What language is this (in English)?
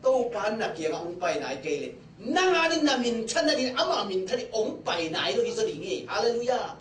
Tedim Chin